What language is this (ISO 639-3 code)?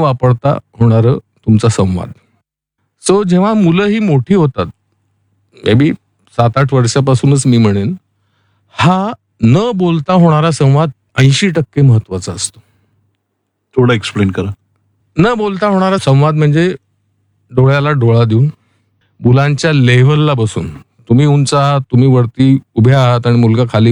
mar